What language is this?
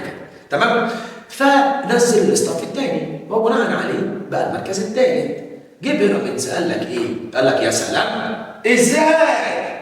Egyptian Arabic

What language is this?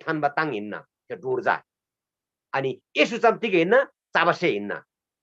Eastern Tamang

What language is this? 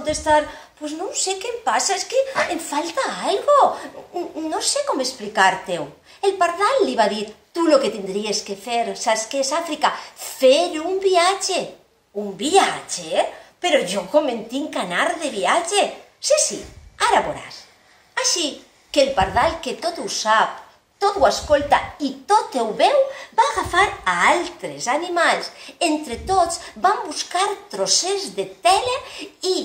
Catalan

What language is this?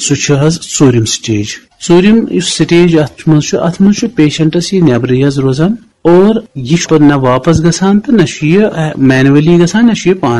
Kashmiri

